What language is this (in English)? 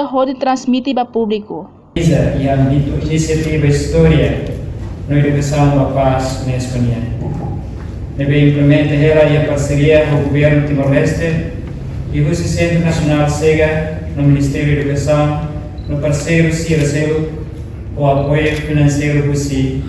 Tetum